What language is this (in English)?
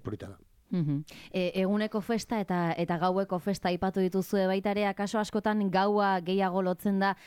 Basque